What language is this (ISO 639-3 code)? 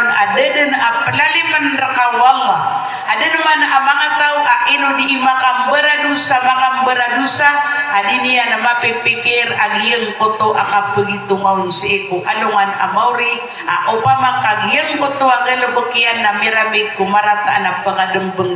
mrw